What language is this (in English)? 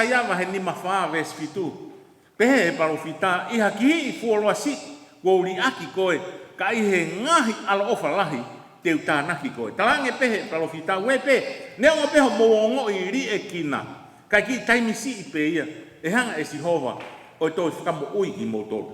Tongan